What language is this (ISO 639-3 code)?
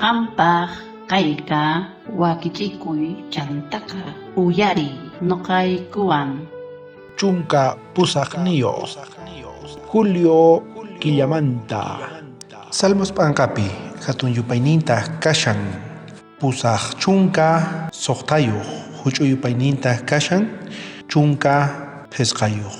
quh